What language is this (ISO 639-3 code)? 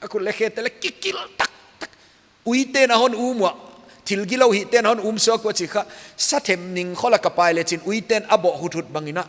pck